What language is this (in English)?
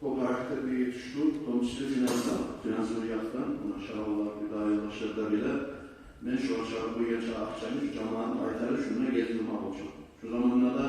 Kumyk